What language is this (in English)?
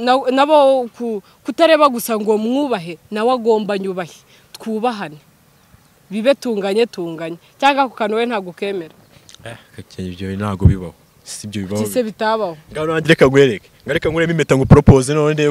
Kinyarwanda